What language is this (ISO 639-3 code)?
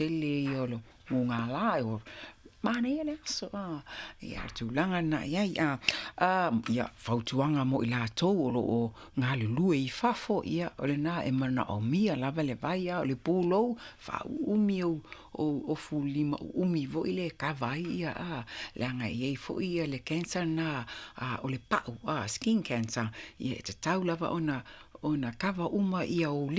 smo